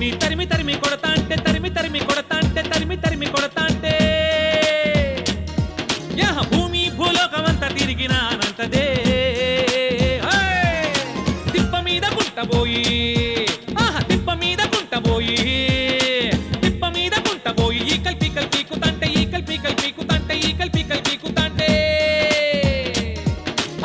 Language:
Telugu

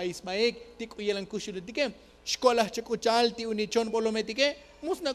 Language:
Tzotzil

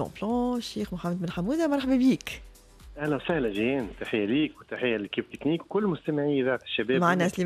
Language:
Tunisian Arabic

